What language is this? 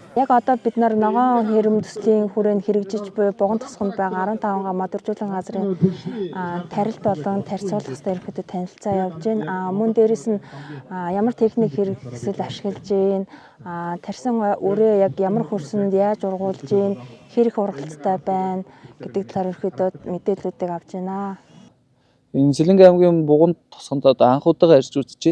Mongolian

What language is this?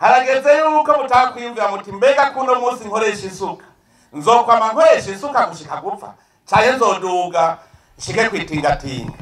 Rundi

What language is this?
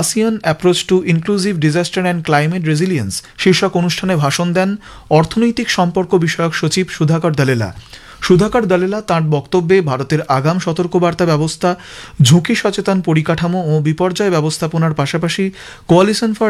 Bangla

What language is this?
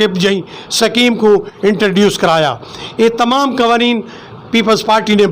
Western Panjabi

